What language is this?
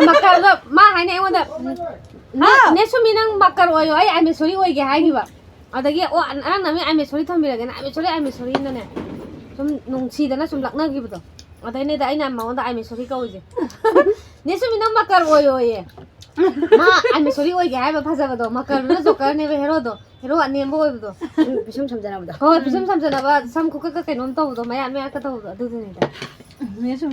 Manipuri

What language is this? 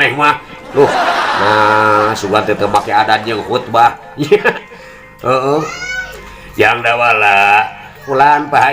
Sundanese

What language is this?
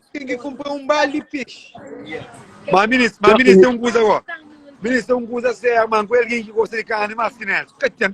Kabuverdianu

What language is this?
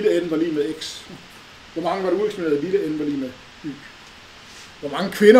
Danish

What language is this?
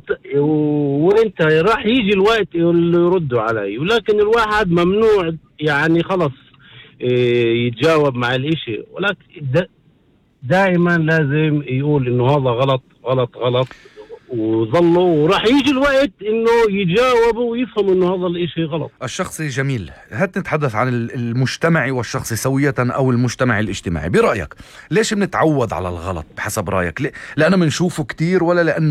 North Levantine Arabic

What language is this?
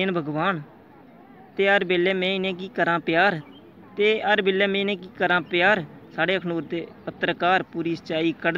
Dogri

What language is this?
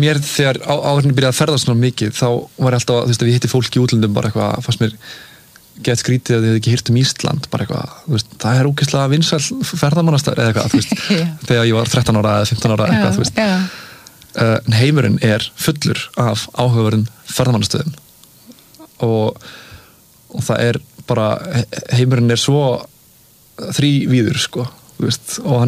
Icelandic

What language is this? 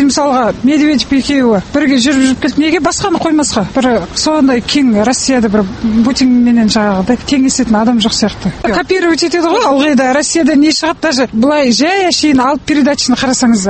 Kazakh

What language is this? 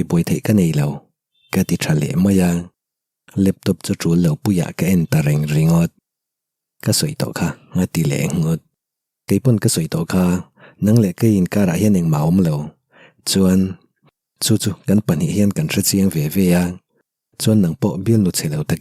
Mizo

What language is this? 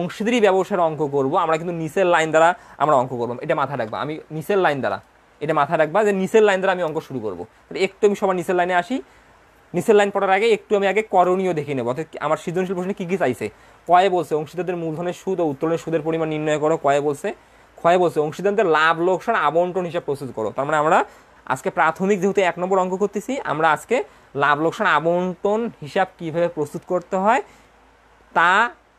Bangla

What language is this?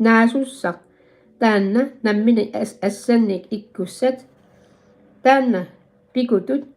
Kalaallisut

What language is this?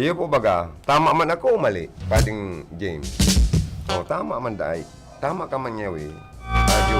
Bikol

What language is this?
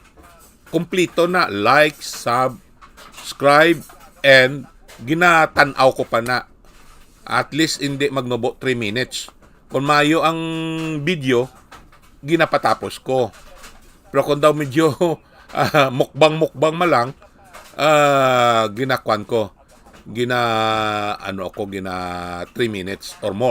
Hiligaynon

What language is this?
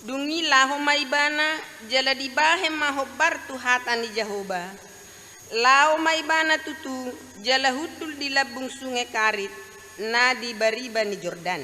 Batak Toba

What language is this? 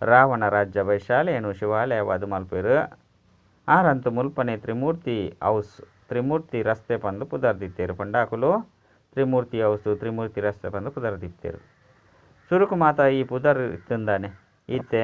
Tulu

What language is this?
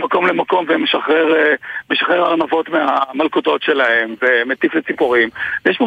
Hebrew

